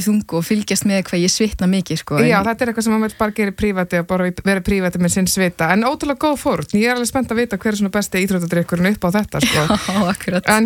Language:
Icelandic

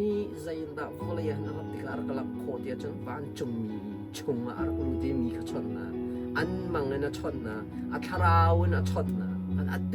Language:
Hakha Chin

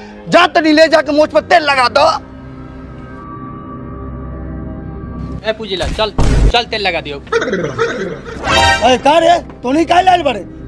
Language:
Bhojpuri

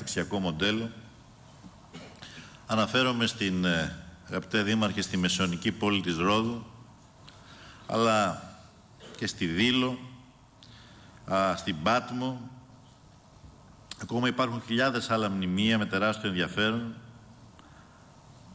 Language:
Greek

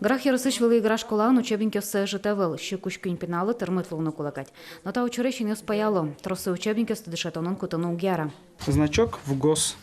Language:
Udmurt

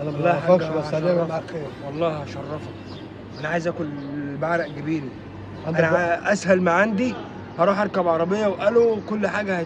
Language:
Egyptian Arabic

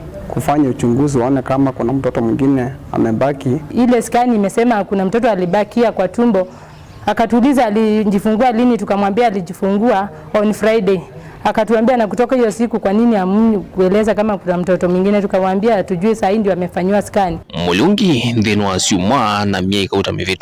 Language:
Kamba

